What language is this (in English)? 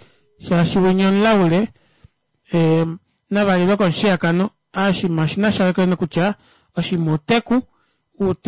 Kuanyama